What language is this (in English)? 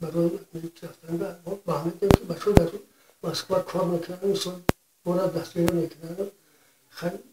Tajik